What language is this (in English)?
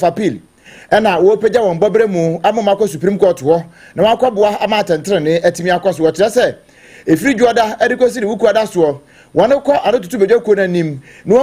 Akan